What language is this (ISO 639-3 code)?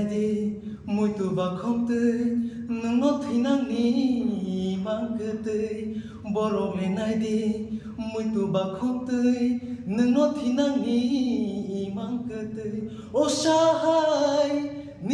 trp